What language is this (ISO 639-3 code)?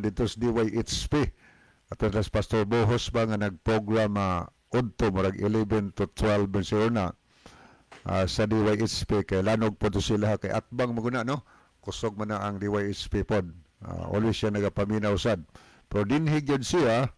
ceb